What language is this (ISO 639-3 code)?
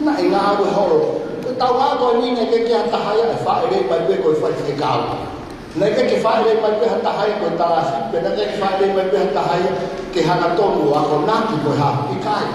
ton